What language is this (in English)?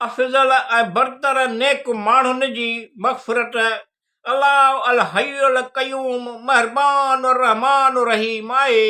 Sindhi